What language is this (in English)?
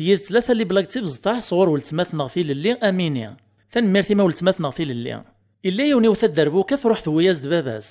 Kabyle